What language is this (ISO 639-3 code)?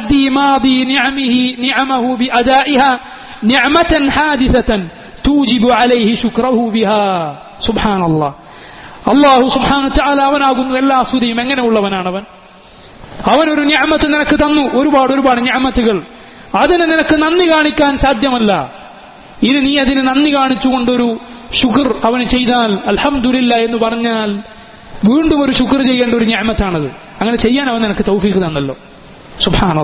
mal